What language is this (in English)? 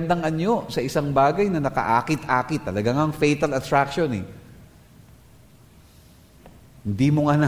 Filipino